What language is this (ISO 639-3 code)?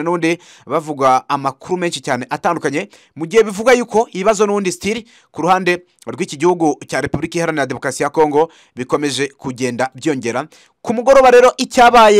kin